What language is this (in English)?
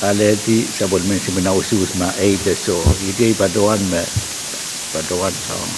Pohnpeian